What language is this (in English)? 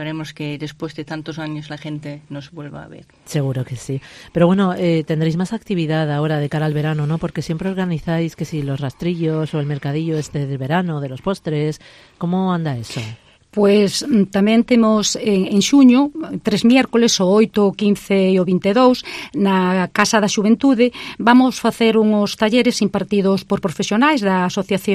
Galician